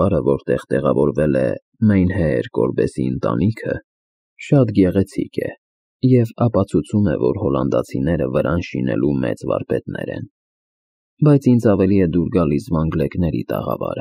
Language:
Armenian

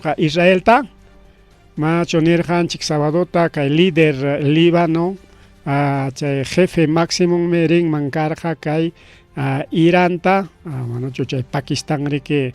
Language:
Ayacucho Quechua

